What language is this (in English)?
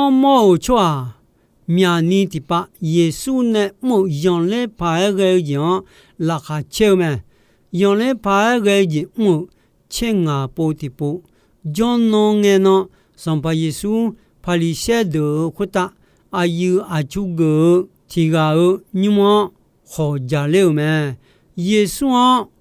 Akha